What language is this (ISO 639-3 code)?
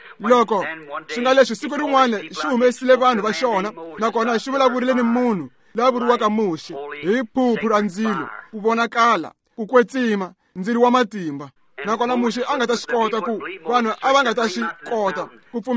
tso